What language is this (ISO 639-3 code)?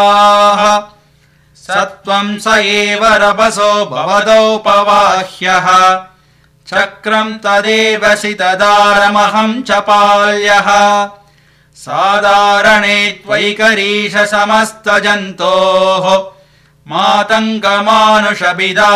san